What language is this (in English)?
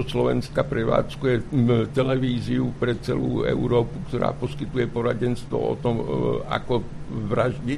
Slovak